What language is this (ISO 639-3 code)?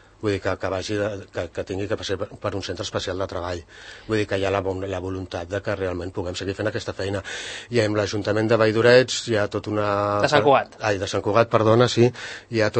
cat